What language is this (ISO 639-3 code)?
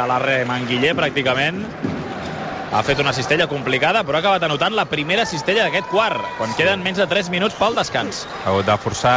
cat